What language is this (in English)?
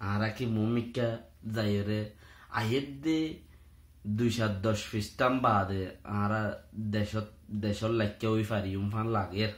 Rohingya